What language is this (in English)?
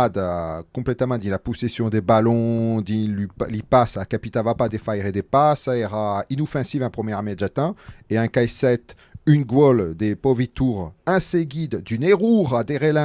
Occitan